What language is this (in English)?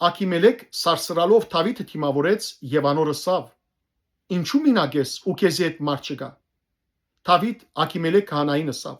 Western Armenian